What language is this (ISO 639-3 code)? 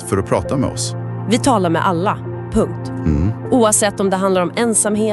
swe